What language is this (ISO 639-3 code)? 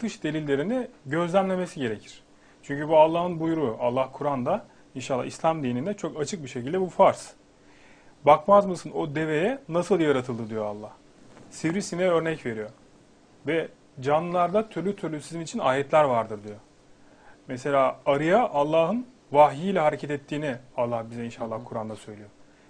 tur